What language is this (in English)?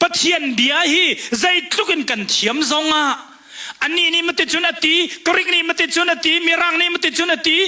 Hakha Chin